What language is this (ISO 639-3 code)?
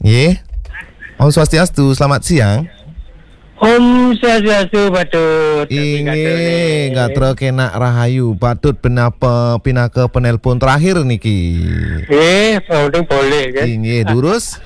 ban